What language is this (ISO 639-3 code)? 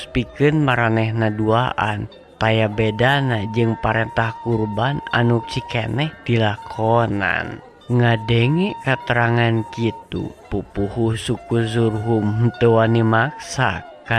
sun